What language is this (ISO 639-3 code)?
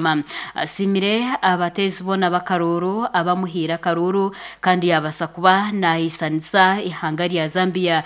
nyn